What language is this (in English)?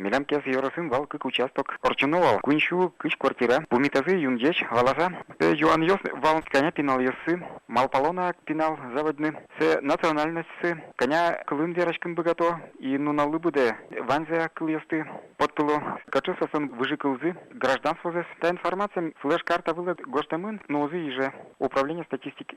Udmurt